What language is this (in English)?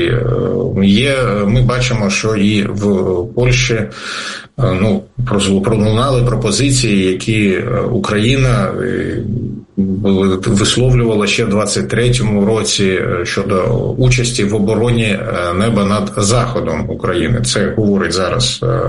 Ukrainian